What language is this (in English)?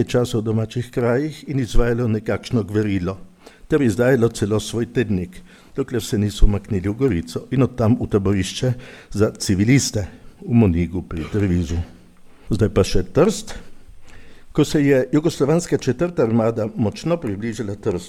Slovenian